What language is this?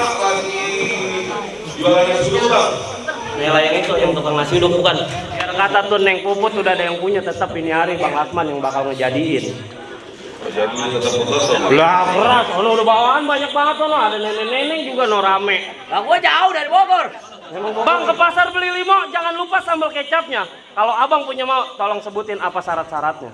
Betawi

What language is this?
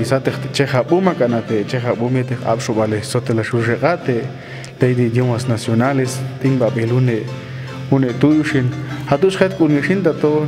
Popti'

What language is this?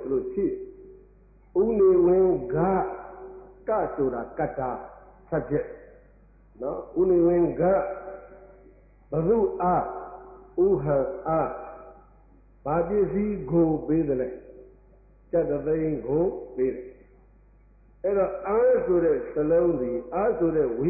Burmese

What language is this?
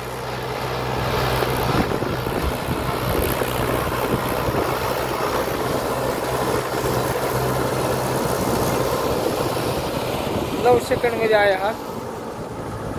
Marathi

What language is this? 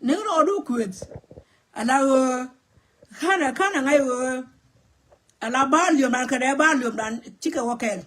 Nuer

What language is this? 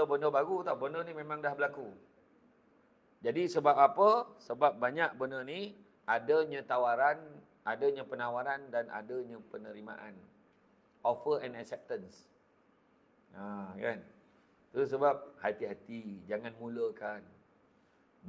Malay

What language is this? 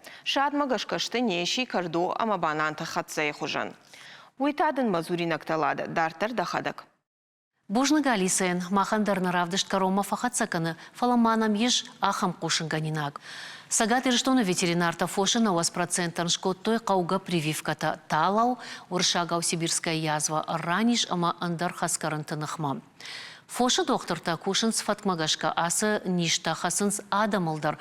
Ossetic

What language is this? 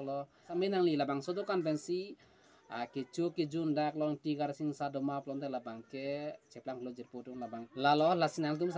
Karbi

